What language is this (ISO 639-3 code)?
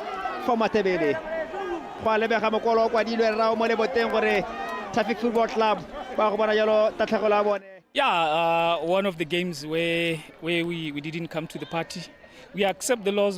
tsn